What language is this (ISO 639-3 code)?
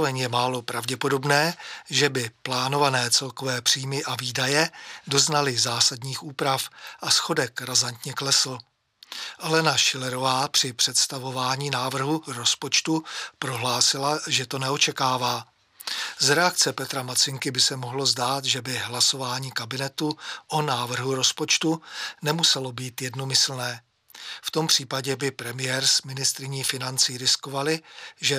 ces